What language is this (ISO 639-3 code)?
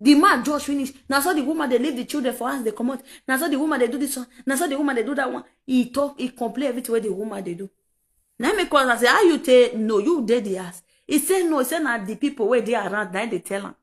pcm